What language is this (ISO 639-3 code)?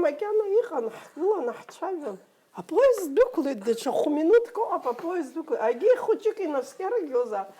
abk